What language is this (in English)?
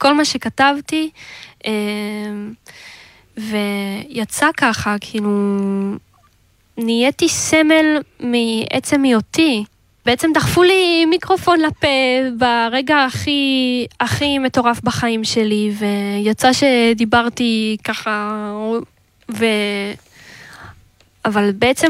Hebrew